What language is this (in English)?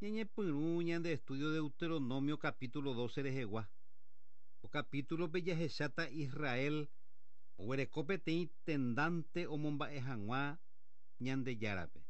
Guarani